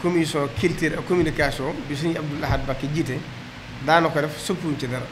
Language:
Wolof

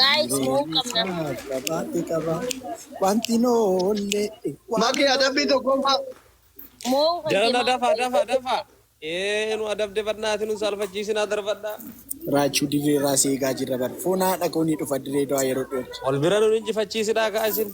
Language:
Oromo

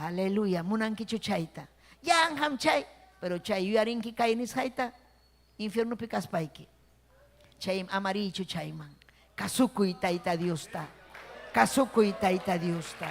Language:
Ayacucho Quechua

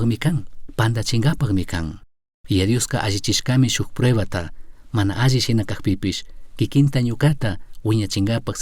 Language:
Chimborazo Highland Quichua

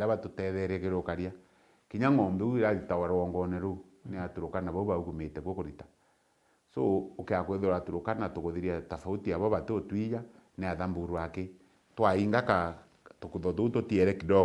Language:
Meru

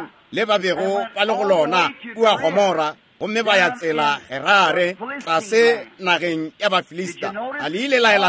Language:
Northern Sotho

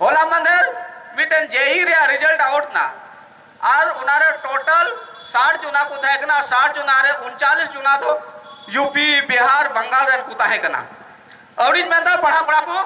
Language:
Santali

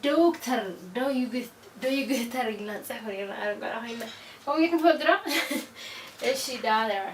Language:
Tigrinya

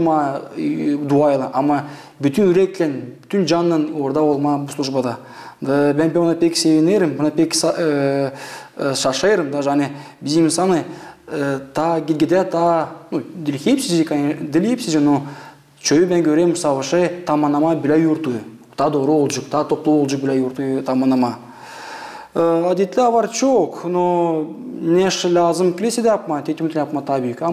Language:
Gagauz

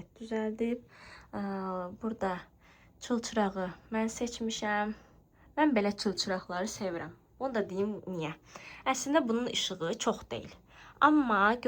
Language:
Azerbaijani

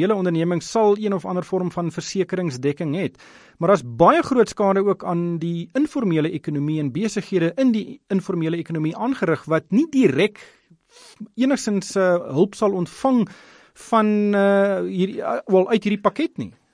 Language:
Afrikaans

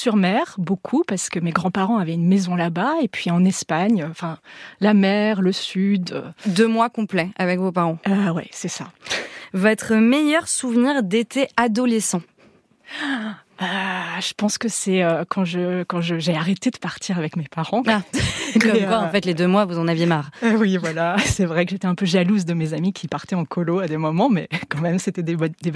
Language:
French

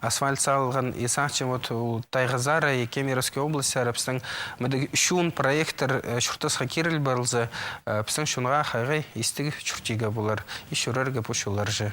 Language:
Khakas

